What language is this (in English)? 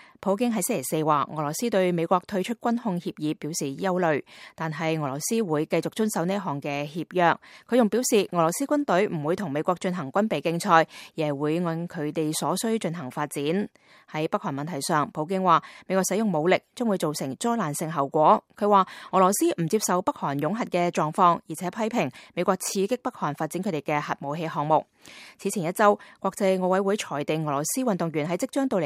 Cantonese